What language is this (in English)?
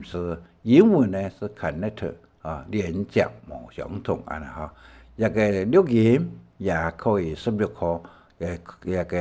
Hakka Chinese